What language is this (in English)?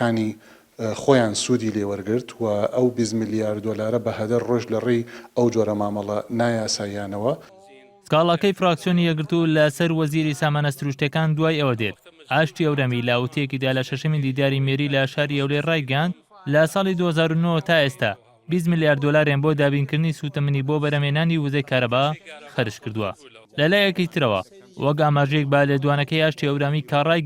Central Kurdish